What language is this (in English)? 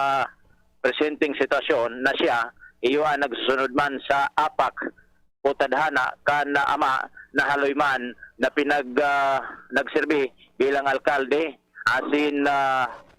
Bikol